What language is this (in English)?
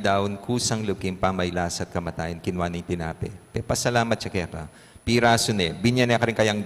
Pampanga